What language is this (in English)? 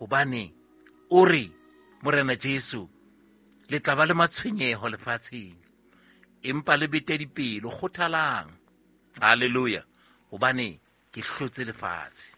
Southern Sotho